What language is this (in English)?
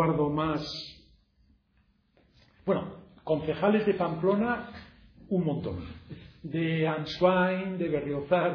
Spanish